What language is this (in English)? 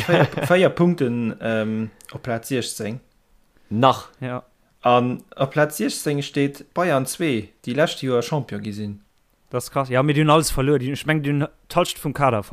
Luxembourgish